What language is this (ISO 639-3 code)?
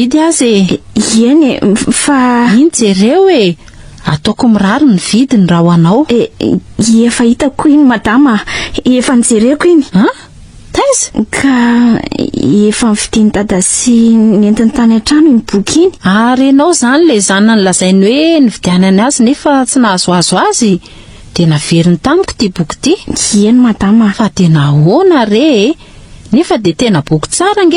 mlg